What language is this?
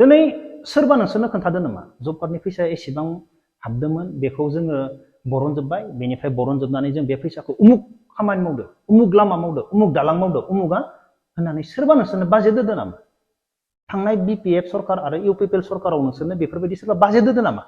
Bodo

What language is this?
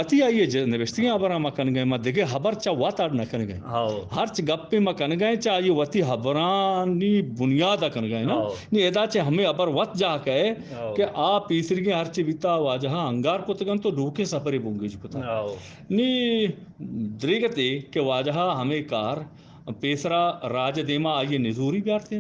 Eastern Balochi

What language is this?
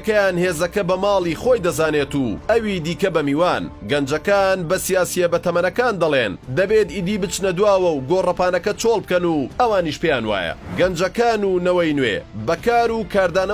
Central Kurdish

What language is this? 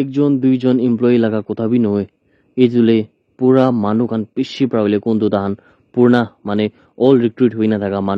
Naga Pidgin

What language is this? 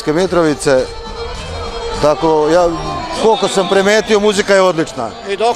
Serbian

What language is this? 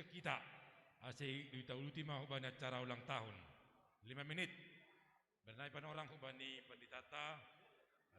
Batak Simalungun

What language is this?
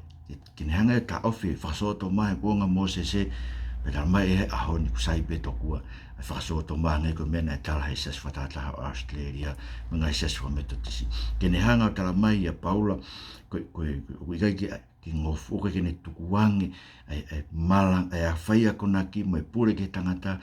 Tongan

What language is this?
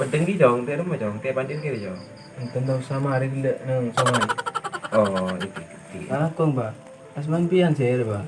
Madurese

